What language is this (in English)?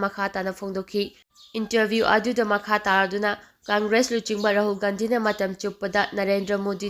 Manipuri